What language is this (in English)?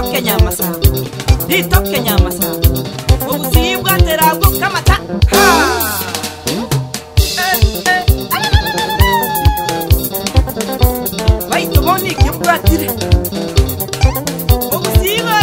Gusii